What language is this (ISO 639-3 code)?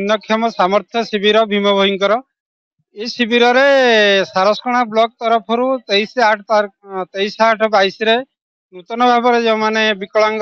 ori